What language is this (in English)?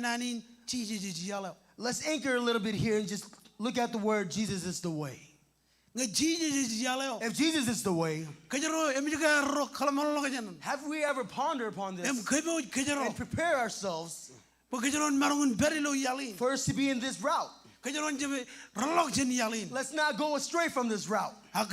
Marshallese